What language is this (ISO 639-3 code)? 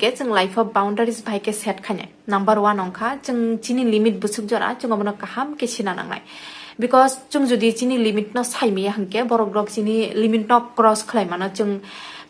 trp